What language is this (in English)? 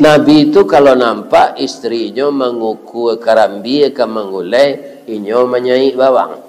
Minangkabau